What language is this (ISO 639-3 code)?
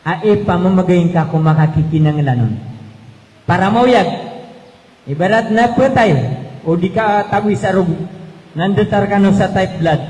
mrw